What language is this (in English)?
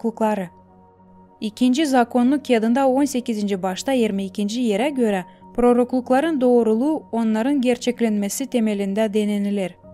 Gagauz